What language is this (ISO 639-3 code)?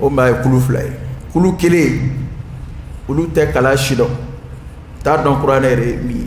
dyu